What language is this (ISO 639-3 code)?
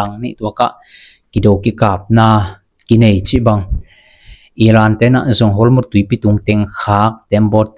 ctd